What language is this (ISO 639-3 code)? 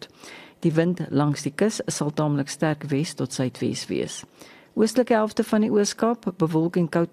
afr